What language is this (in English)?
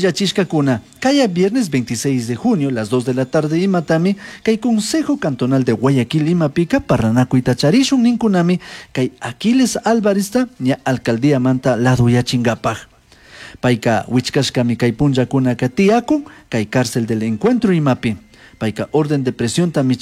Chimborazo Highland Quichua